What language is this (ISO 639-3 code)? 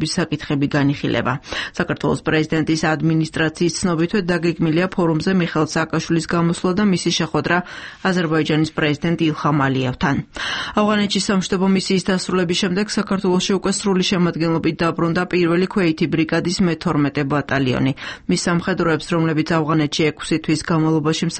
kat